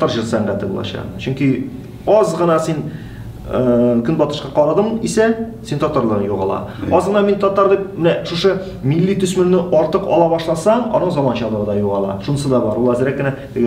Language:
Tatar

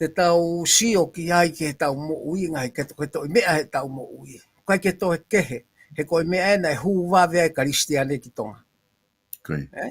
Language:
Tongan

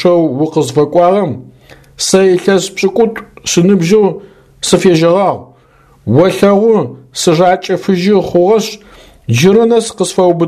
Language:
Adyghe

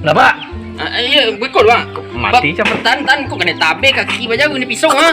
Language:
Minangkabau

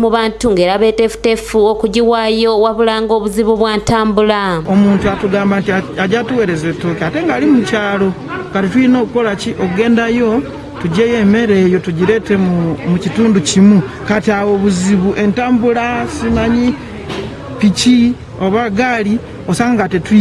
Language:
Ganda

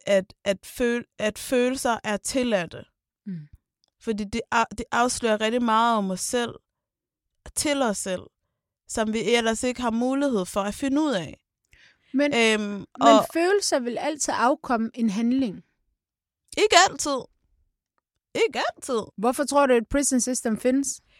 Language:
Danish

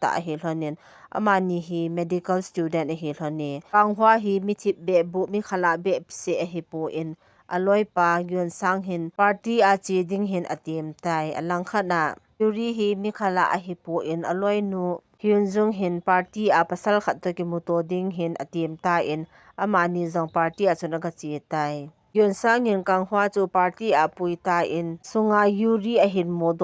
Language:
Thado Chin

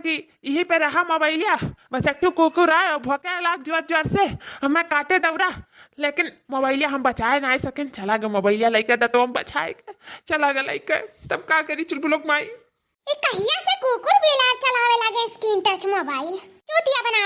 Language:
Awadhi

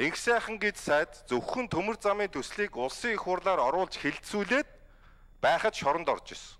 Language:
Mongolian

